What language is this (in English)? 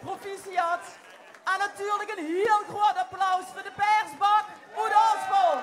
Limburgish